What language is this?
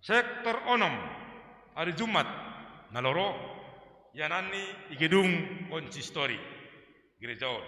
Batak Simalungun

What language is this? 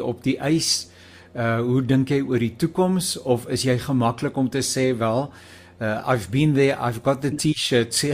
Afrikaans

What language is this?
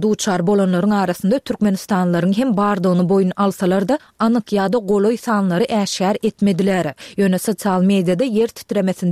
Turkmen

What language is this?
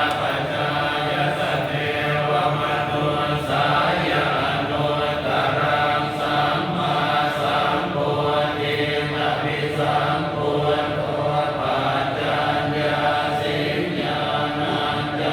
Pali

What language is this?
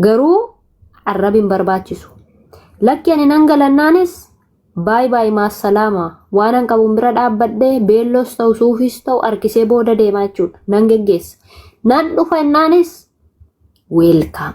Oromo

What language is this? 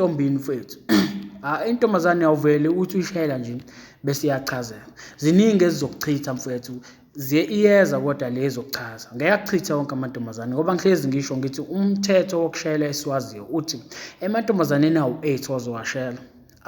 Zulu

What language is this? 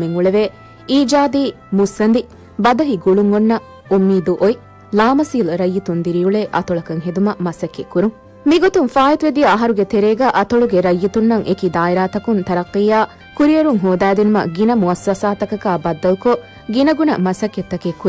Divehi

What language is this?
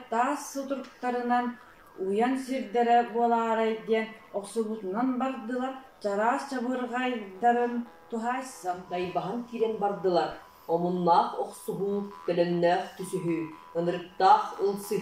Yakut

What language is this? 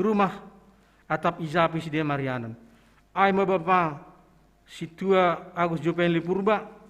Batak Simalungun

